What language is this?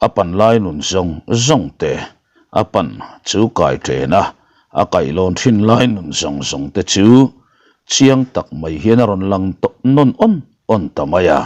Mizo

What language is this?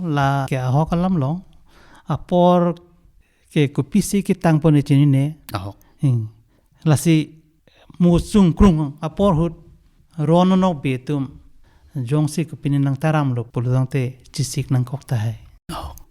Karbi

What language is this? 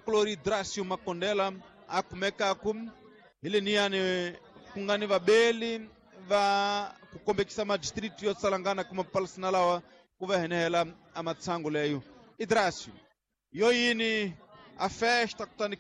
Tsonga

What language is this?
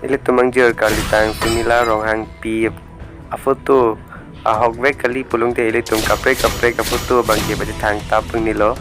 Karbi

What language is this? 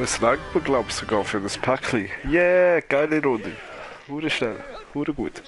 Swiss German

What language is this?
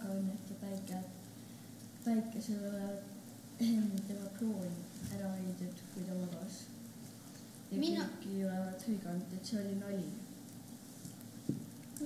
Estonian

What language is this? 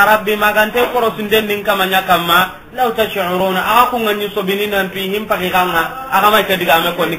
Soninke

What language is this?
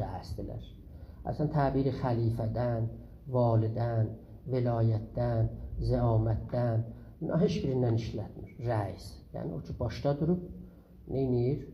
South Azerbaijani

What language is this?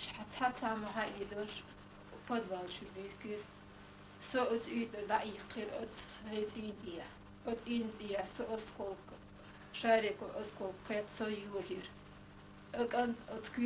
Chechen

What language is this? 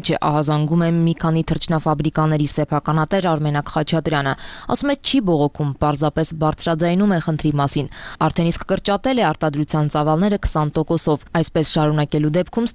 Armenian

